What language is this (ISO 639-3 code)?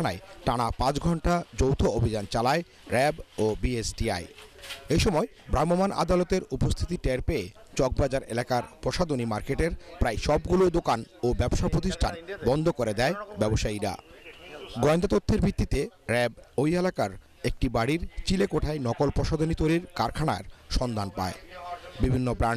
ben